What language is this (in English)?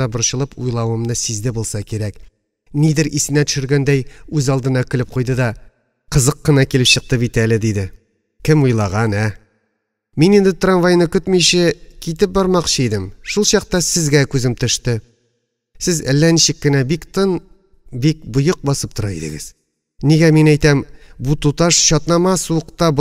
Tatar